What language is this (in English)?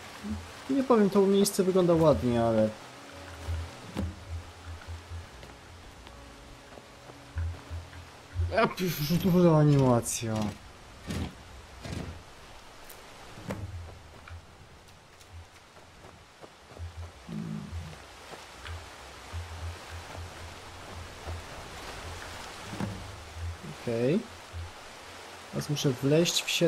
Polish